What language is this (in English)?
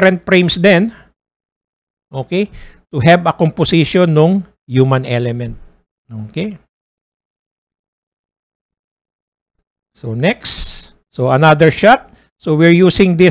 Filipino